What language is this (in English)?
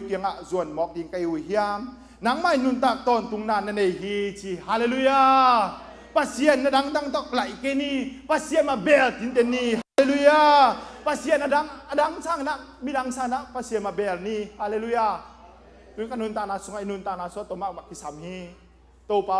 Tedim Chin